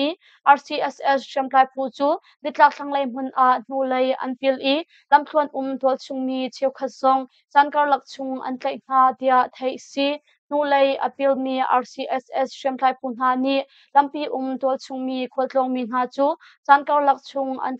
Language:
Hakha Chin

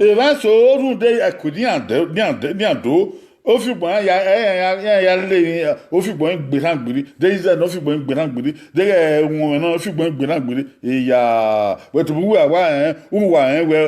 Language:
Bini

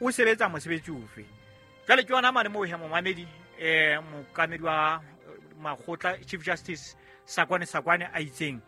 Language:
Southern Sotho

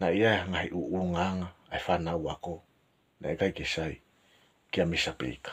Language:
Tongan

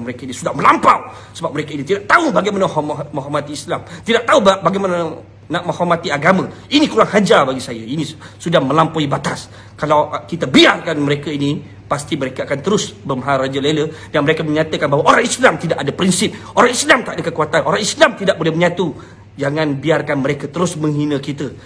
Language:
Malay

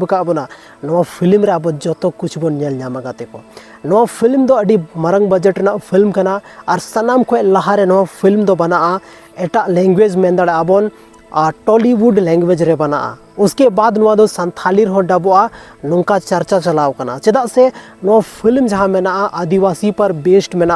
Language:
Santali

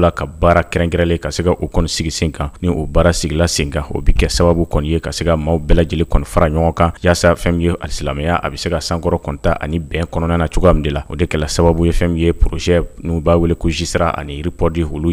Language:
Bambara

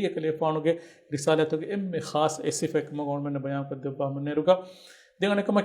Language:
Divehi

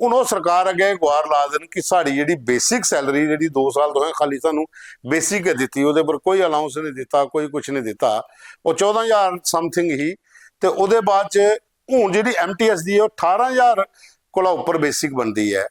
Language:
Dogri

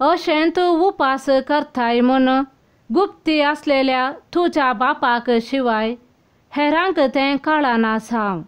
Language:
Konkani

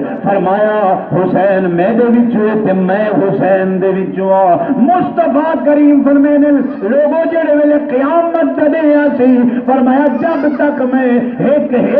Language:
Saraiki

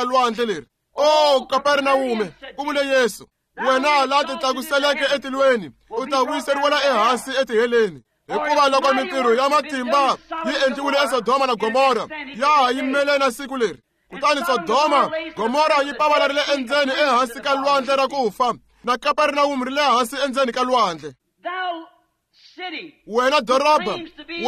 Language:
Tsonga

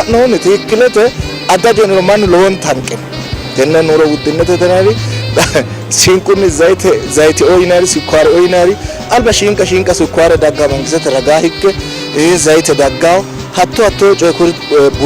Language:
Sidamo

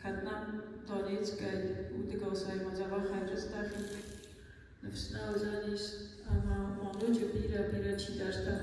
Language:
Ossetic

